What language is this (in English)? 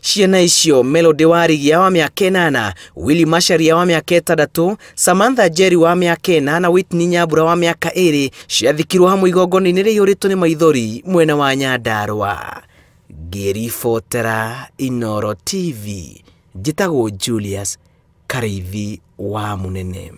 Kikuyu